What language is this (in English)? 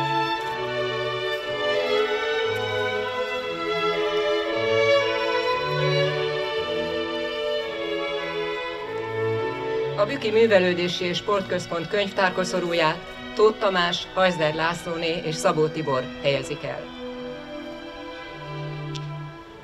Hungarian